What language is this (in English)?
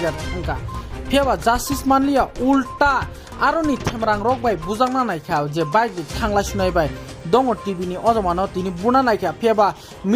Kok Borok